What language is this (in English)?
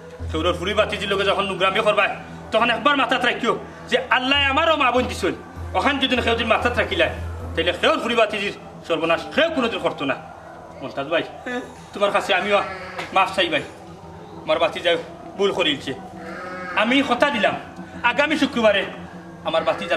Sylheti